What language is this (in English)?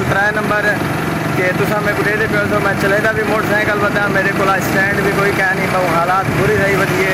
Saraiki